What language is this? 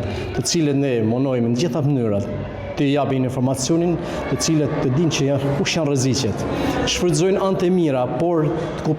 Albanian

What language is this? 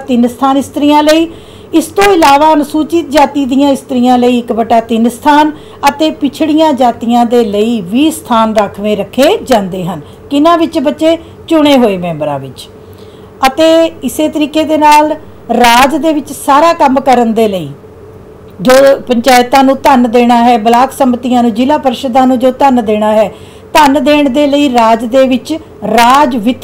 Punjabi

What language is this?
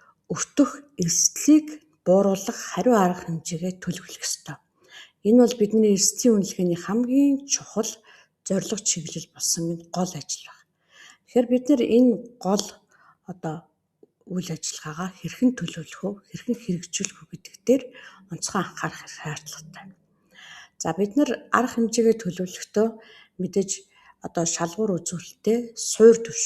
Mongolian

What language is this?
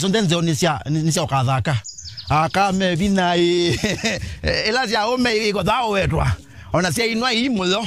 Kamba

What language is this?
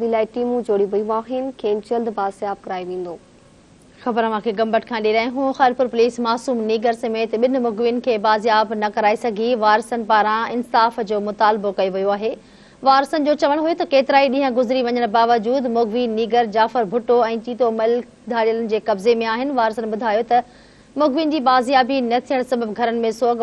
Sindhi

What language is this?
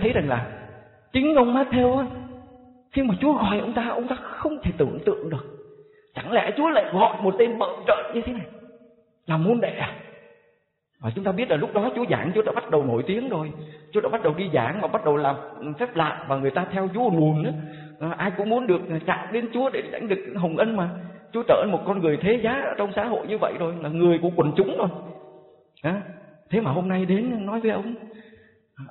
Vietnamese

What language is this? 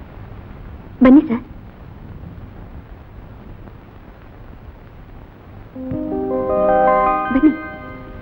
Kannada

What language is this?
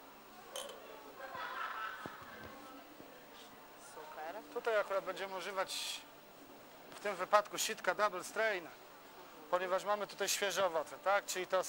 Polish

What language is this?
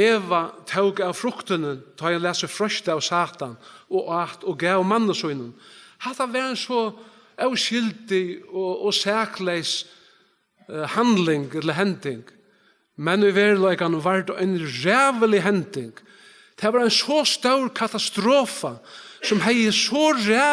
Faroese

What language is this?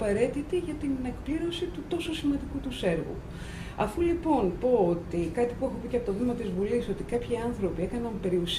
Greek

